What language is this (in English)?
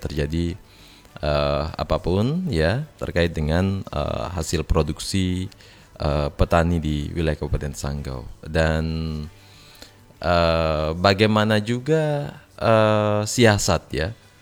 Indonesian